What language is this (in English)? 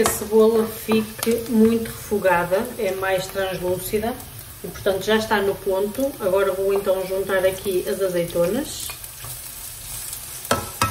Portuguese